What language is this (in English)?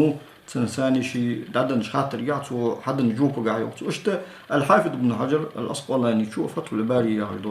Ingush